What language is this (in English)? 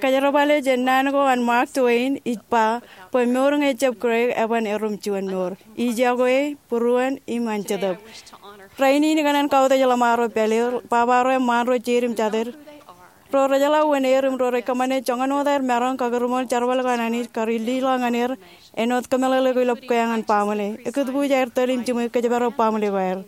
Marshallese